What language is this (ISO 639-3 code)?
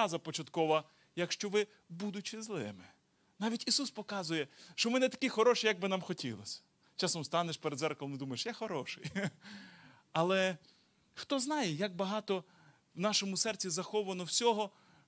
ukr